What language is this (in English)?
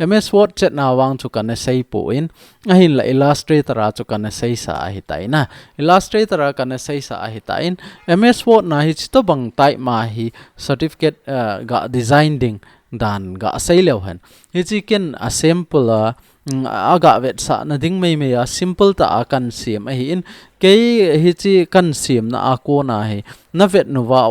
Thado Chin